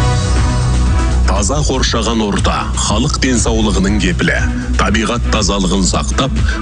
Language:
Kazakh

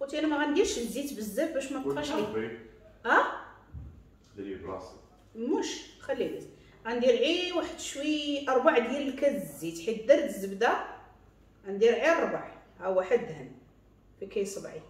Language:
Moroccan Arabic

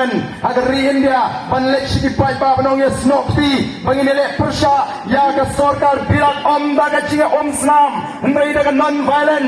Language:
Khasi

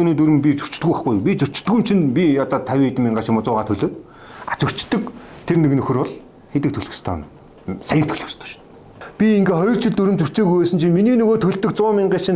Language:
Mongolian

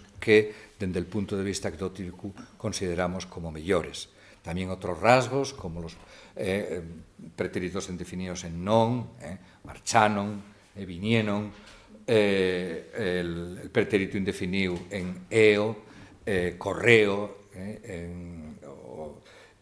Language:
Asturian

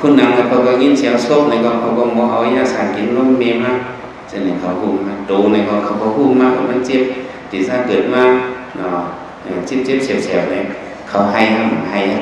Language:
Shan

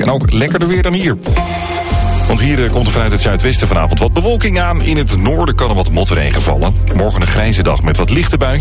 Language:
Dutch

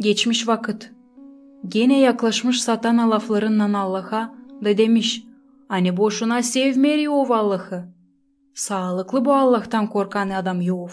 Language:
Gagauz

